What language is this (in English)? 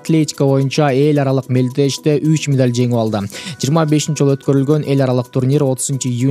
Kyrgyz